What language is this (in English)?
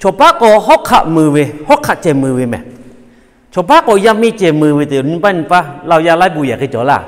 Lahu